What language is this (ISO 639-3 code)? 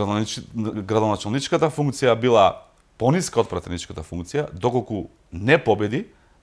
mkd